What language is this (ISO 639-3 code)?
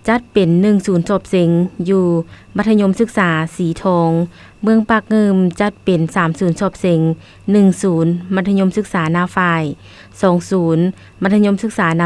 lao